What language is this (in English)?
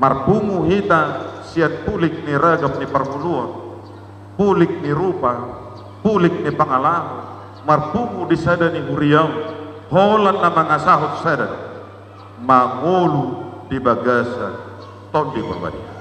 Batak Toba